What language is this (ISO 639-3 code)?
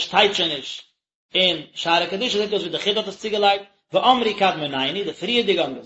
yid